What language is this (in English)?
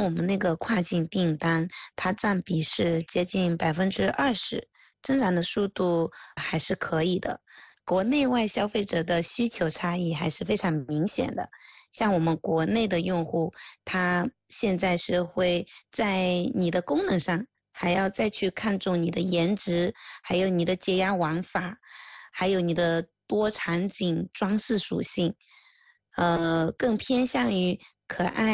Chinese